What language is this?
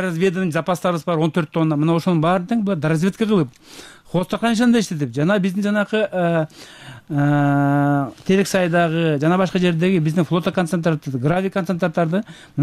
Kyrgyz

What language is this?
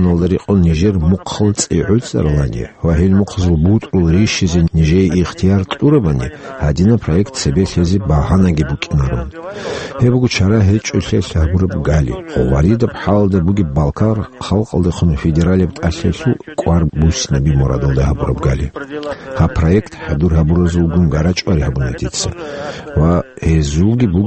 Avaric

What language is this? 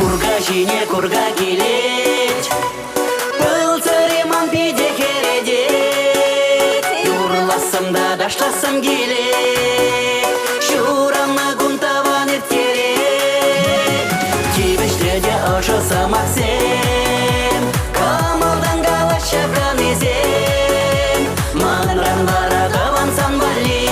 Chuvash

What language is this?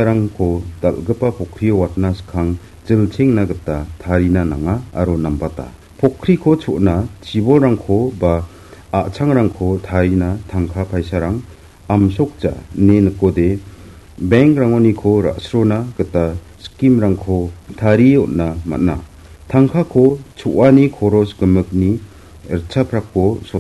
Garo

